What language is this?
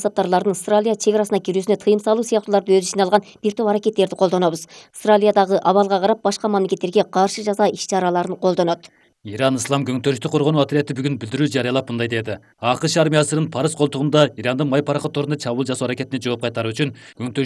Kyrgyz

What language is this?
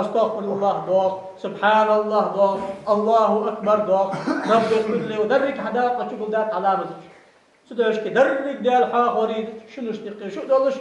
Ingush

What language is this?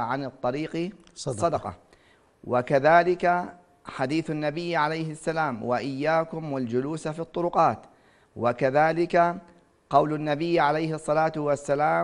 Arabic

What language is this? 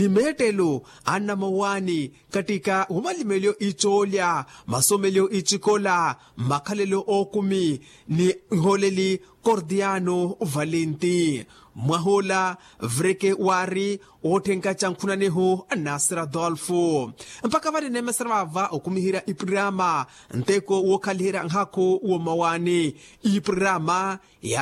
Makhuwa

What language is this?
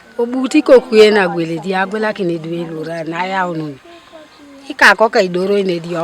Teso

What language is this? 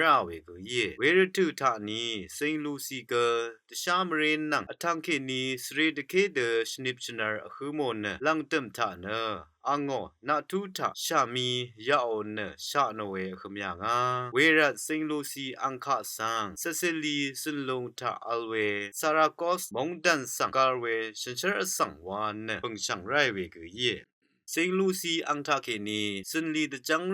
Rawang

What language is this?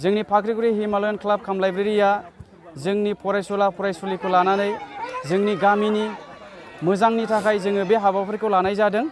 Bodo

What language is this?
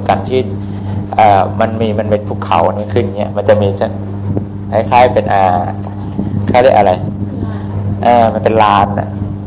Thai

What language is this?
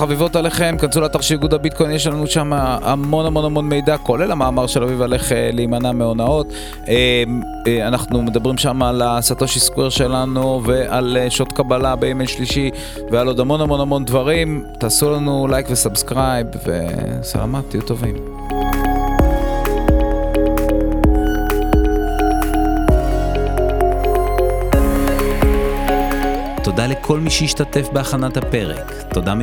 Hebrew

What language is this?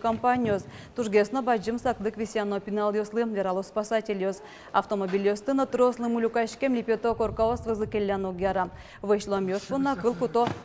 Udmurt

